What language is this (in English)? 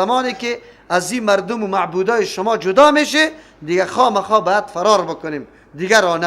Persian